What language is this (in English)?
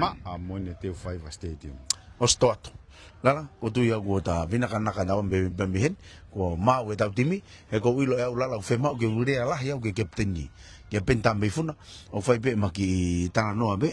Tongan